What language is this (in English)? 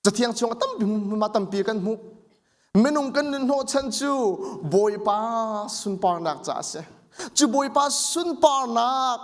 Hakha Chin